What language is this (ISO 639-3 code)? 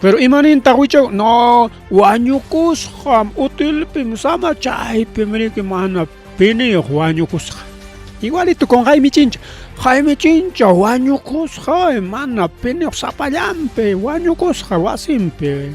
quy